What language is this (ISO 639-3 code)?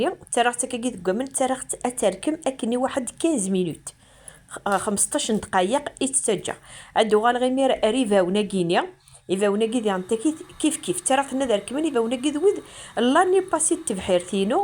kab